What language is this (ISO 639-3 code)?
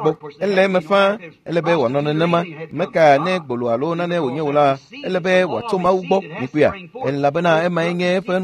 ewe